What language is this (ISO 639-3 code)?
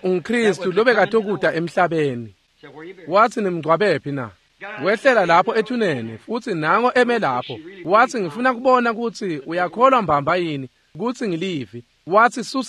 ssw